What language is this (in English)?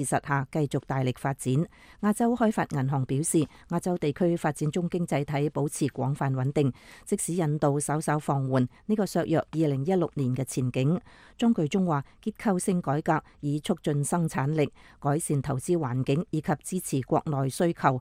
Cantonese